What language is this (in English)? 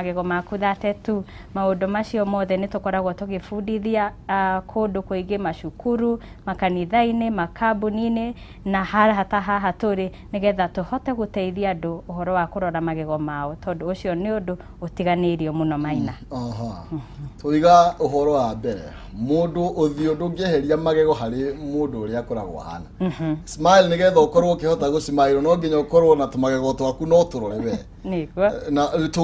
Kikuyu